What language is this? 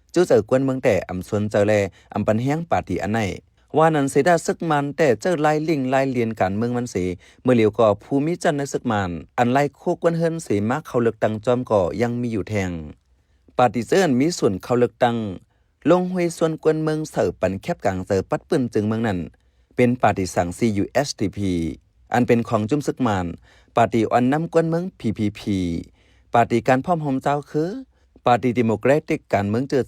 Shan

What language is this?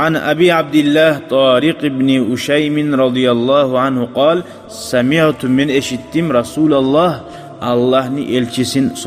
Kumyk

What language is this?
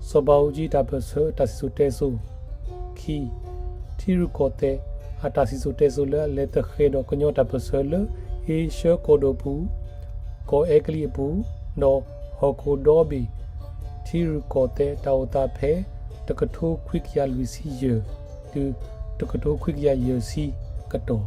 S'gaw Karen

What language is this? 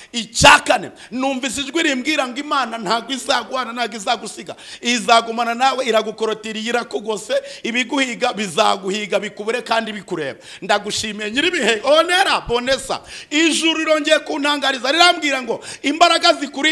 Kinyarwanda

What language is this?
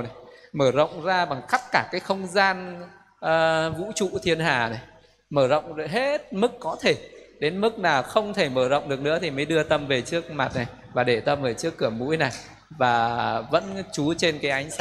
Vietnamese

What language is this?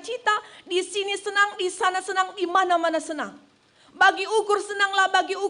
Batak Karo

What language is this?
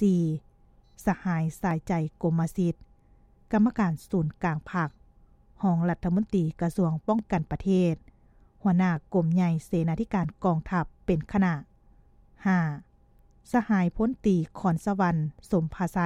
Lao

